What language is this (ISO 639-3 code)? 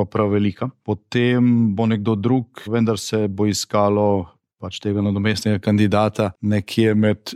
slv